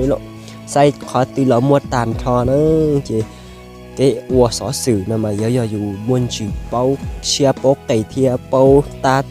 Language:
Hmong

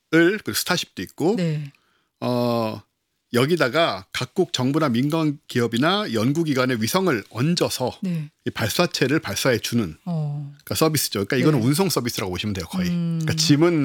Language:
Korean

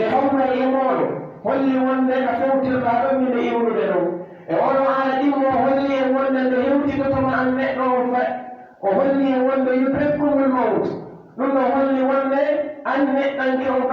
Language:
Pular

